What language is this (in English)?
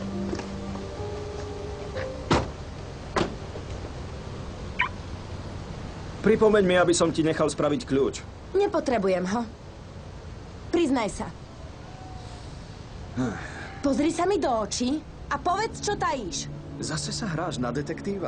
Slovak